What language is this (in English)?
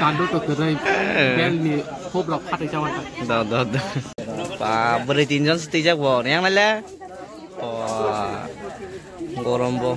Kok Borok